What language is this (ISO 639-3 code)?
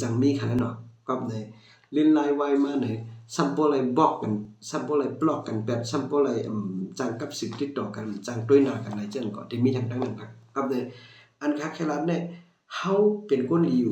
shn